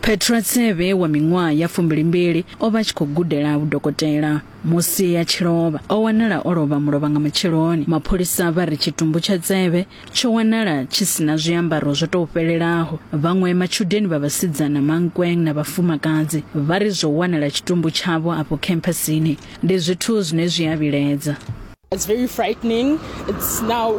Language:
Venda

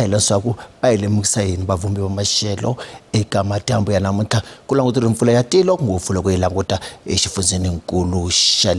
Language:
Tsonga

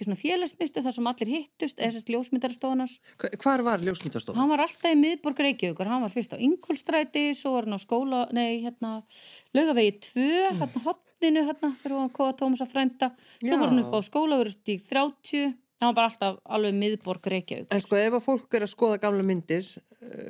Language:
Icelandic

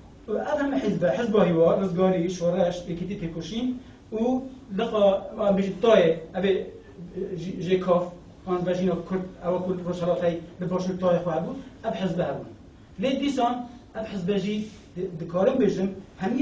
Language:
Kurdish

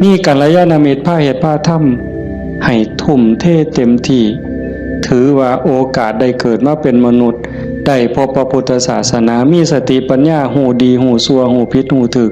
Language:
Northeastern Thai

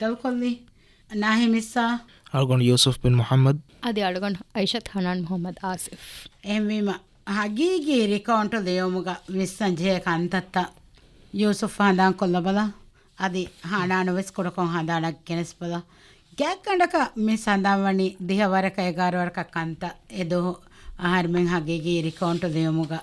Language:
Divehi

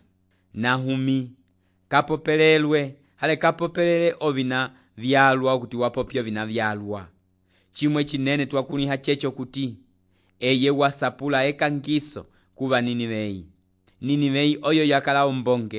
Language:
Umbundu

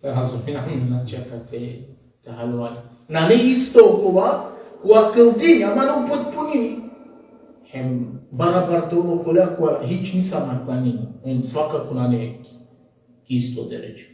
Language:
Balkan Romani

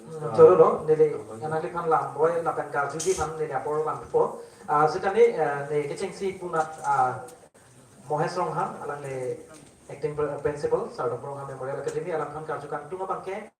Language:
Karbi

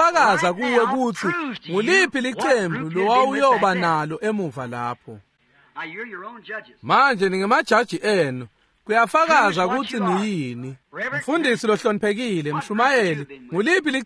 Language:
Swati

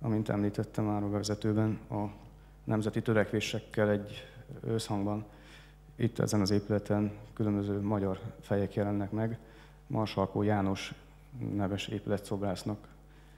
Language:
Hungarian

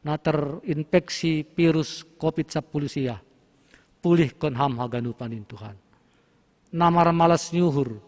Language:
Batak Simalungun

